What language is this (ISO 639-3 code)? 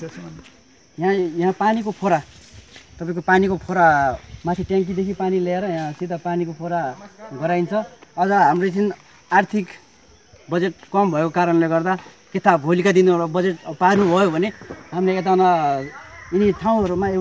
nep